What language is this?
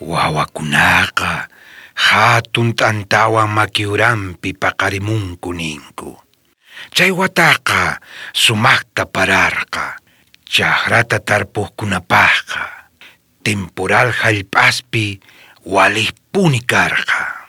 South Bolivian Quechua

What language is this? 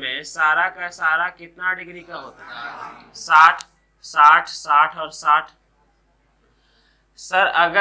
Hindi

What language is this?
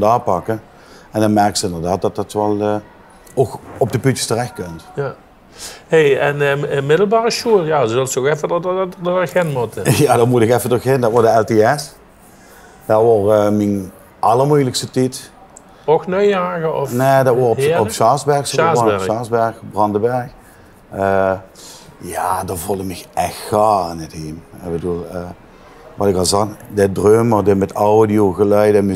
Limburgish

